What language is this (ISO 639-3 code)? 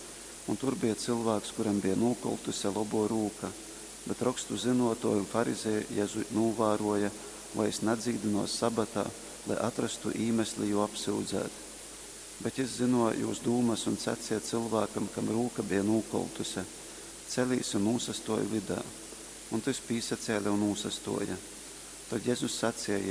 ltg